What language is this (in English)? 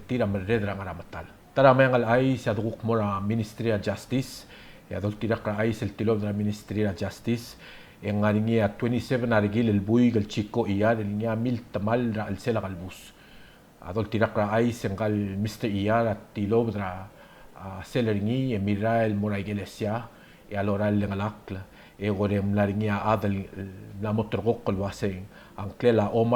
Palauan